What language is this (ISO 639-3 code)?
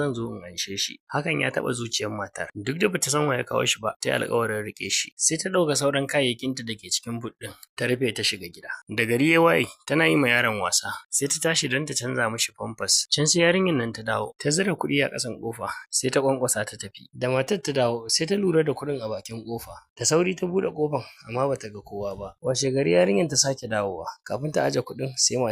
hau